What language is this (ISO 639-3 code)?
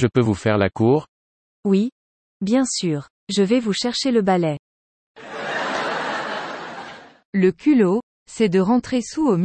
fra